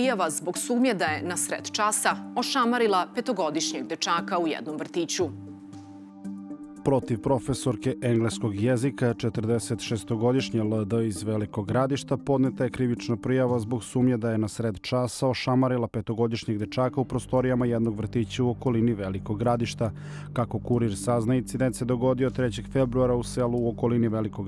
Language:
Serbian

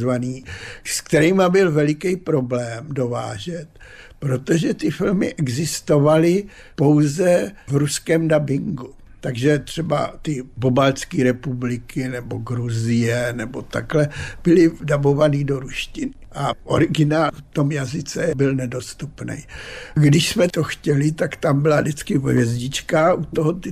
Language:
Czech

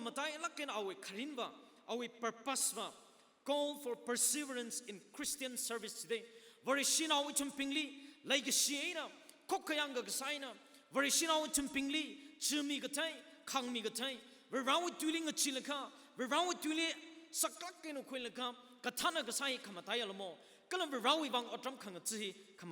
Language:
Tangkhul Naga (India)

